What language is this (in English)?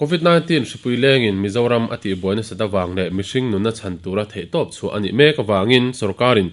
Mizo